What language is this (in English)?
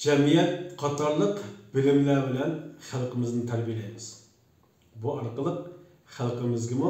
Uyghur